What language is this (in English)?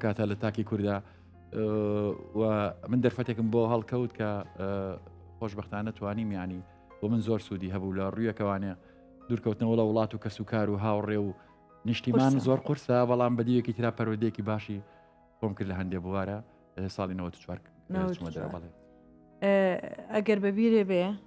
Central Kurdish